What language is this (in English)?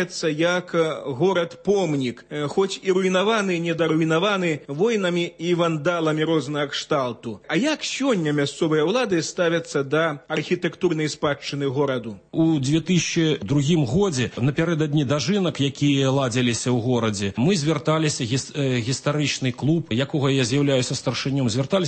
Belarusian